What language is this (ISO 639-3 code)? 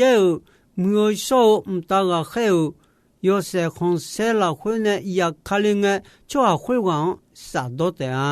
ahk